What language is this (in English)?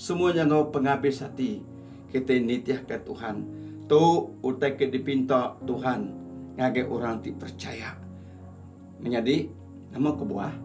Iban